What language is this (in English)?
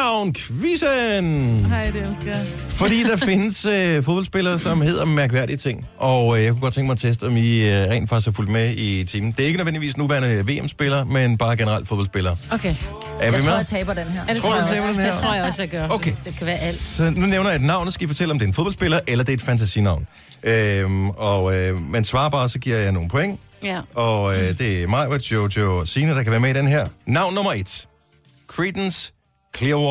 Danish